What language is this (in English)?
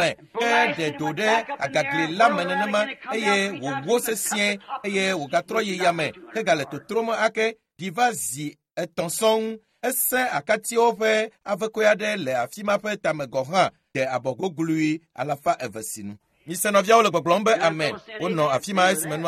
Ewe